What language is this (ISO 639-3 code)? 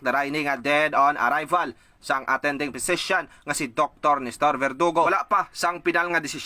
hil